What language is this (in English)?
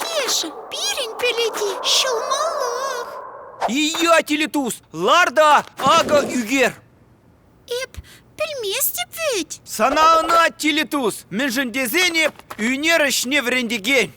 Chuvash